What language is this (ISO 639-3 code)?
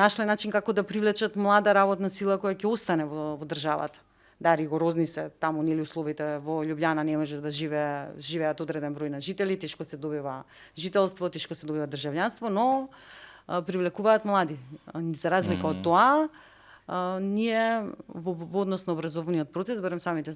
mkd